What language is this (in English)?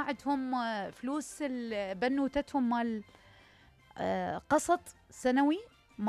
Mesopotamian Arabic